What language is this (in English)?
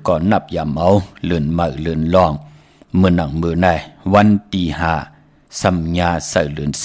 Shan